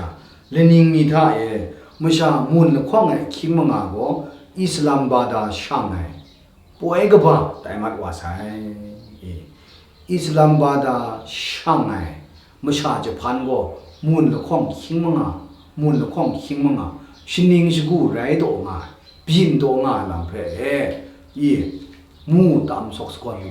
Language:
Kachin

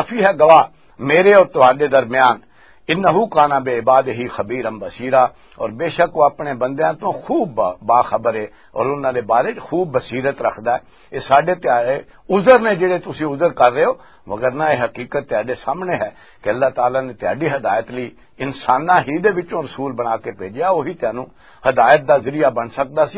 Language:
Western Panjabi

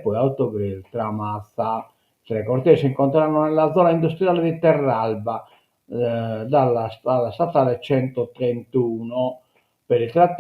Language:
Sardinian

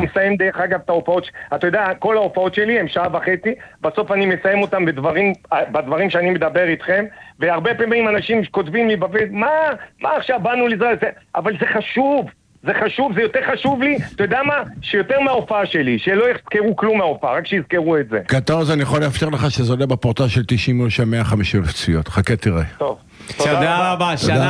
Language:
Hebrew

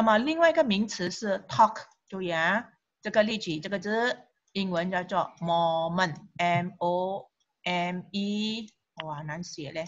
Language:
Chinese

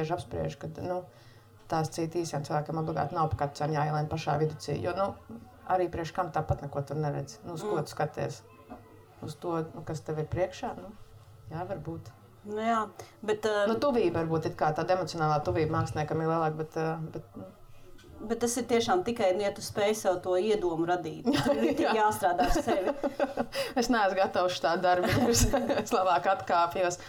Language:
Latvian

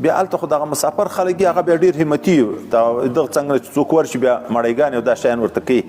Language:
Pashto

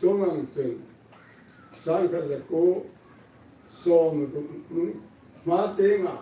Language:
Hmar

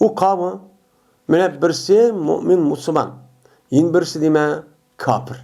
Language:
Uyghur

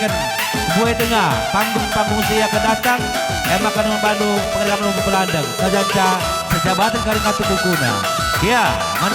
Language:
Batak Karo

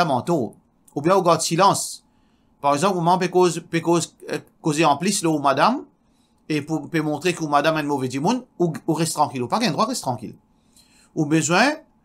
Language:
Morisyen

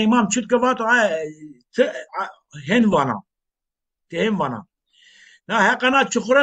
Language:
Zaza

